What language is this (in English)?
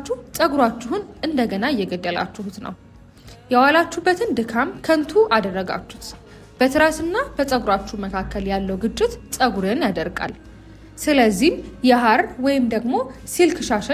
Amharic